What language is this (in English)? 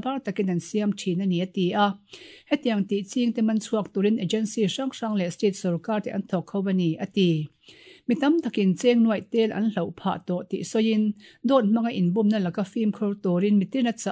Mizo